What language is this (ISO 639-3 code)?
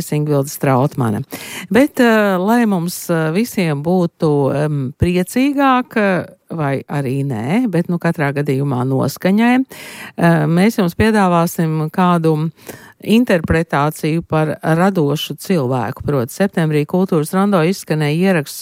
lav